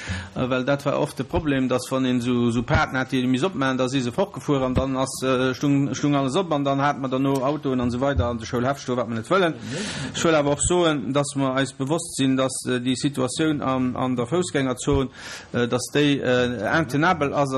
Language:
Luxembourgish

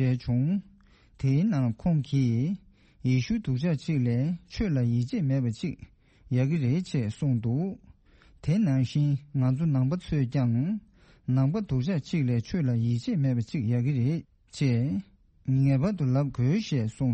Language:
Tibetan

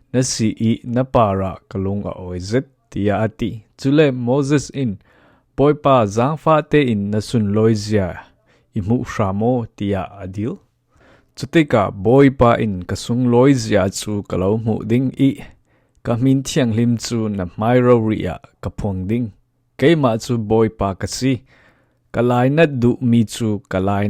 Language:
Falam Chin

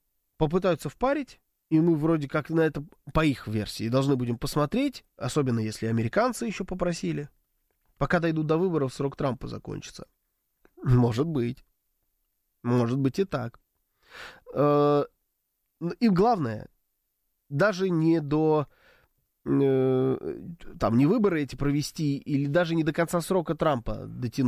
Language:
Russian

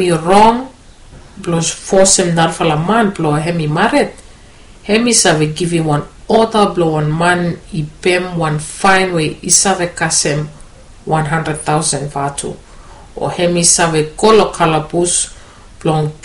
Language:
Bislama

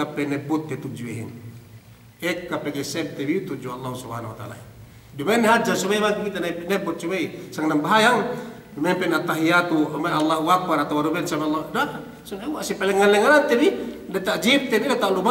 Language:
Yakan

